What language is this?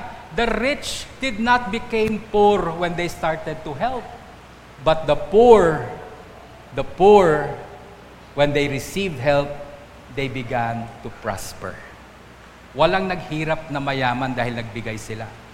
Filipino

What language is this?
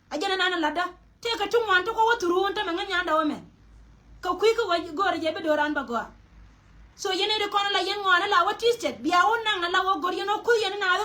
Nuer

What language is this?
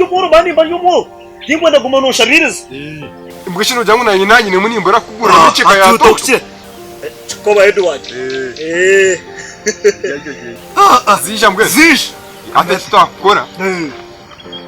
Nyankole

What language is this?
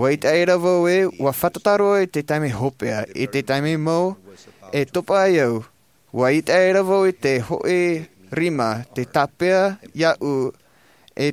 Tahitian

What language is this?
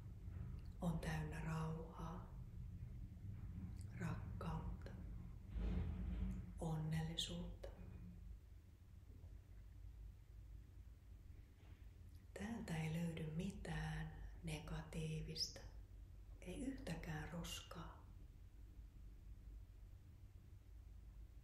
Finnish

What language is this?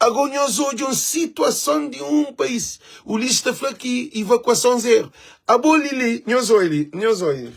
Kabuverdianu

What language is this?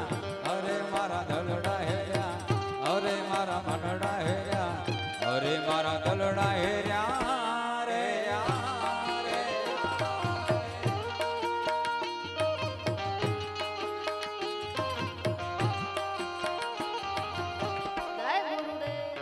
Gujarati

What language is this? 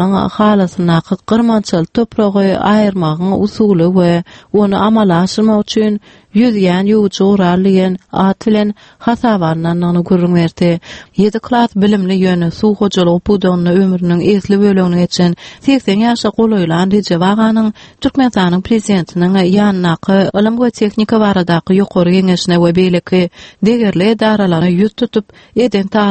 Turkmen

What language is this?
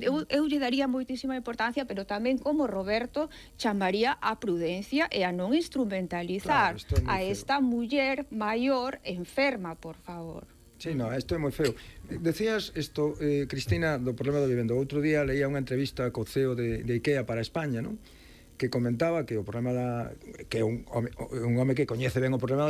Galician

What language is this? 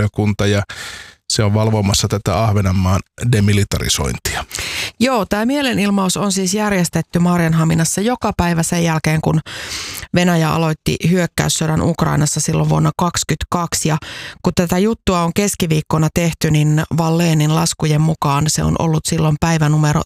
Finnish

